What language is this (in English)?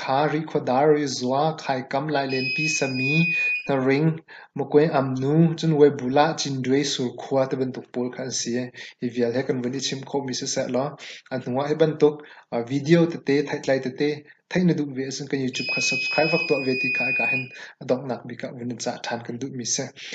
Hakha Chin